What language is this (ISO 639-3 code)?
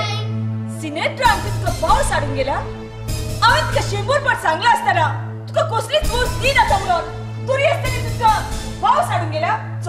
kok